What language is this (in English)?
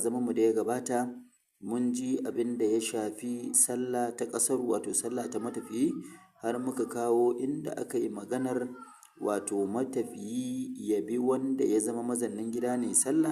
Hausa